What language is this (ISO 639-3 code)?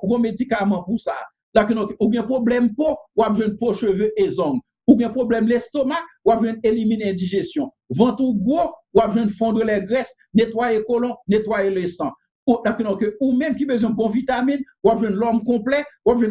hat